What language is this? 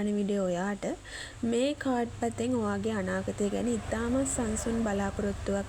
Sinhala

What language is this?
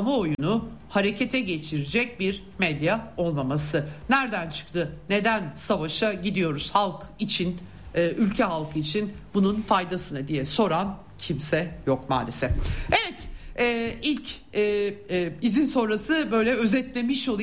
Turkish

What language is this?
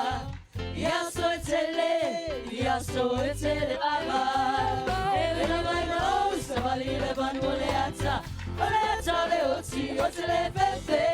Samoan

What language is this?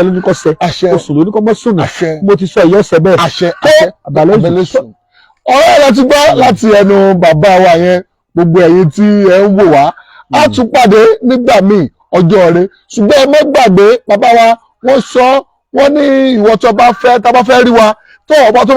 Yoruba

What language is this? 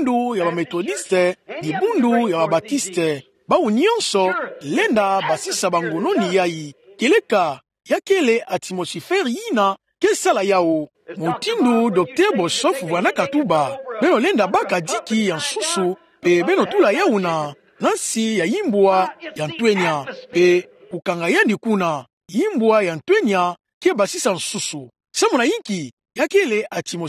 Kituba (Democratic Republic of Congo)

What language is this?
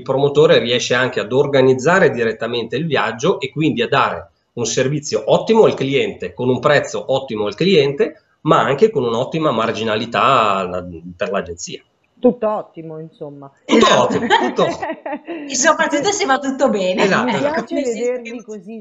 Italian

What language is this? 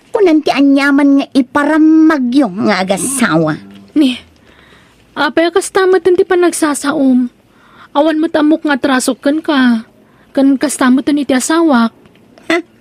Iloko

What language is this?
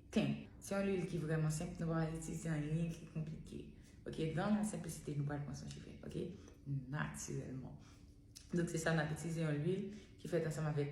Haitian Creole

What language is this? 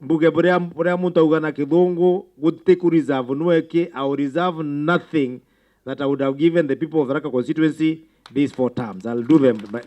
Meru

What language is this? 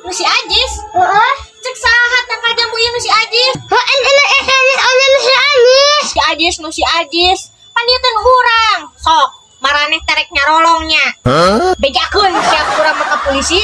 Sundanese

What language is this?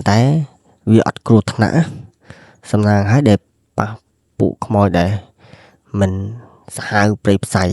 Khmer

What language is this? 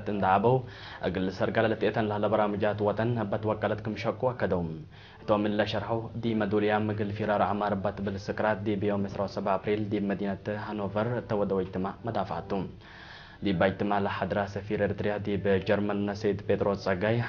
Tigre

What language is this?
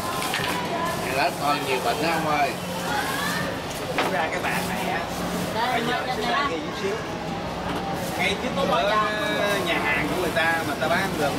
Vietnamese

